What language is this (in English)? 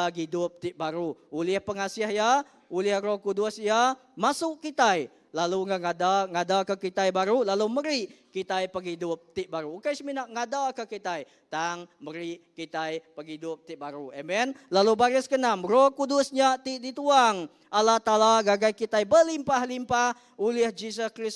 Iban